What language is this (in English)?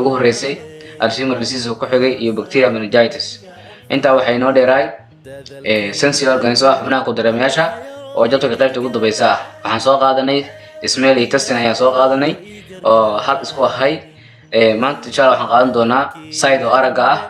Somali